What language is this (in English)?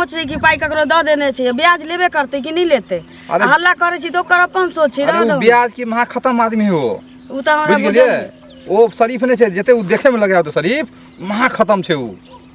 Maithili